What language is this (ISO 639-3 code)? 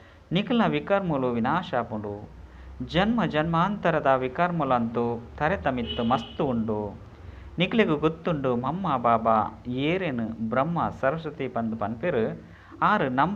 tcy